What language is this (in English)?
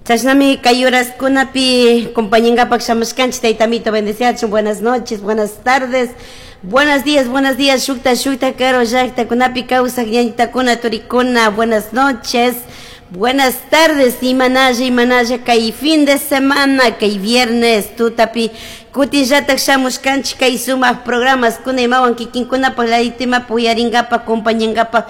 Chimborazo Highland Quichua